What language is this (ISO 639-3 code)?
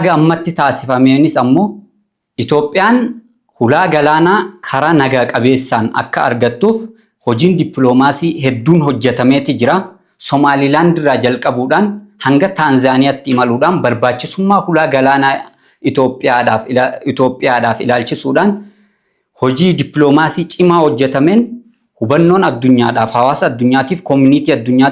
orm